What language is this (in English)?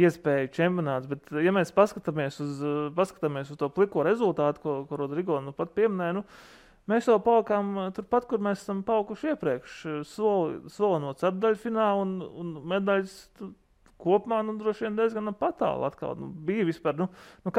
Latvian